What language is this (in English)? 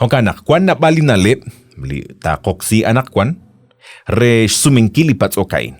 Kekchí